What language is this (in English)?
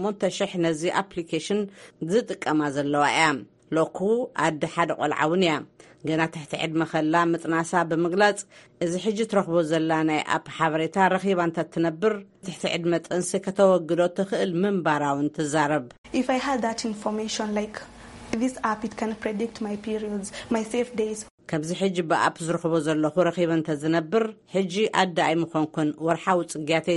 Tigrinya